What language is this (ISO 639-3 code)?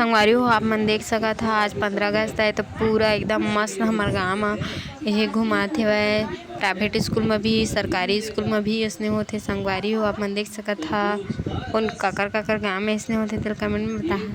hne